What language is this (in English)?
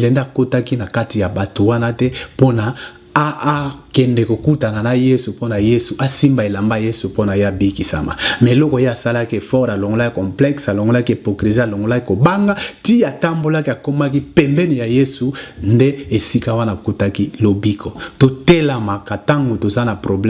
Lingala